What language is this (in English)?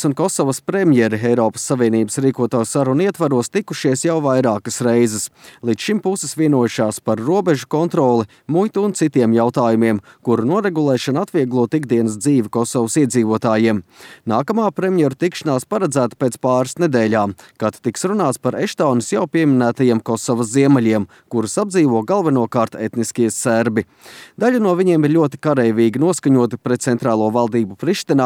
Latvian